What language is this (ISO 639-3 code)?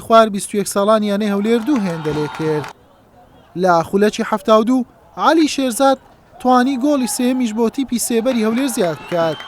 ckb